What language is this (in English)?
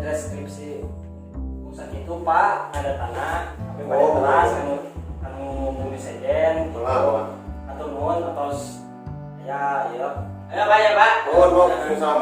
Sundanese